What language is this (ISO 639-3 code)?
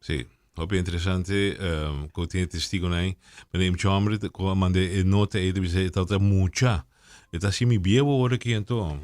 pap